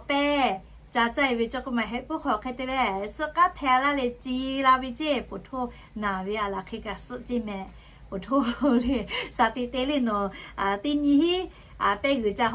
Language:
Lahu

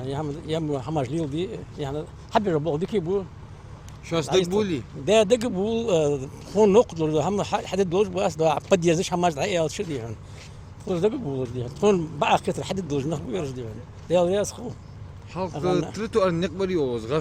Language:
Ingush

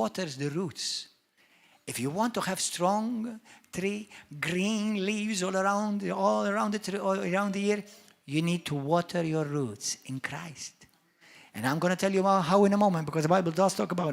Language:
English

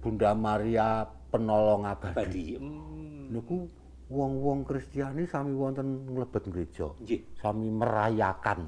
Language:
Javanese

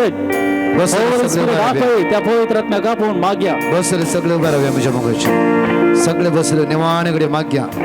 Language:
Konkani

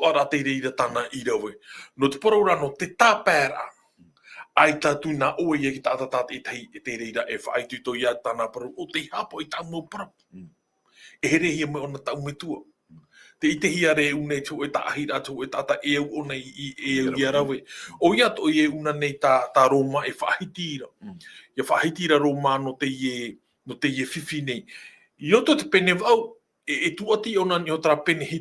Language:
Tahitian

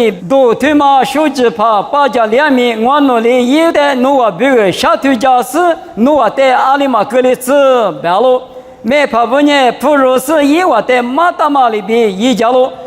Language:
Lisu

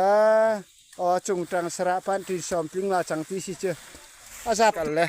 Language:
Falam Chin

